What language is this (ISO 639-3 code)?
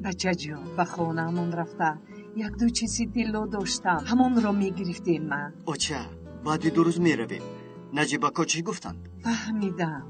tgk